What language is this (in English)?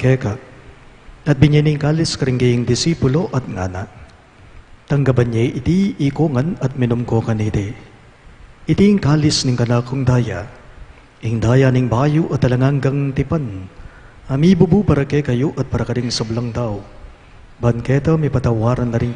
Pampanga